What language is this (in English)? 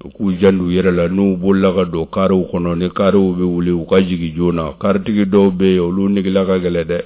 Bambara